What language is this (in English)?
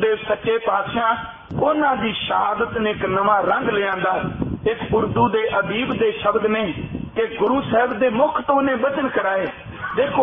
Punjabi